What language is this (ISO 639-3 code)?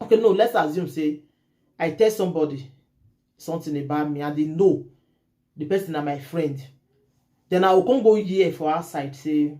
pcm